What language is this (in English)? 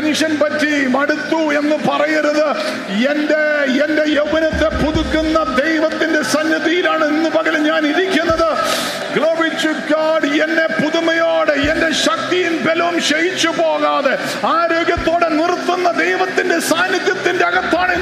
Malayalam